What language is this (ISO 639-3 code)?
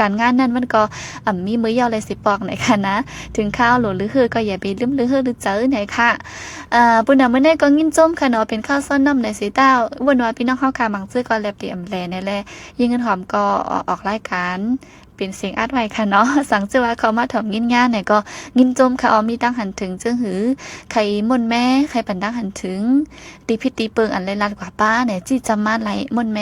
shn